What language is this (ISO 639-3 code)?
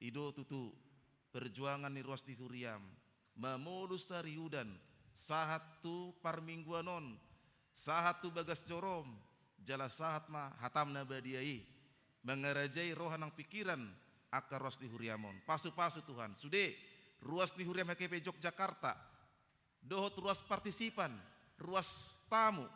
bbc